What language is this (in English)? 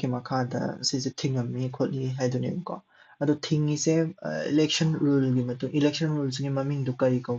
Manipuri